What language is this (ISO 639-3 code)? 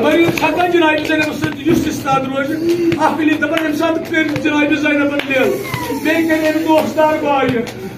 kas